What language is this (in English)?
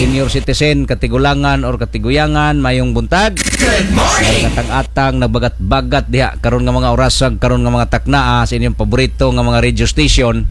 Cebuano